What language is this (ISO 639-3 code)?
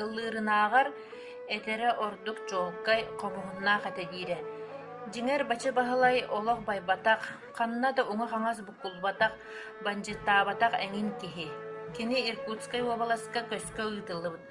sah